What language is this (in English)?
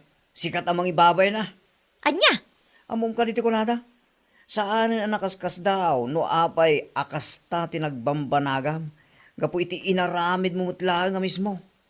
Iloko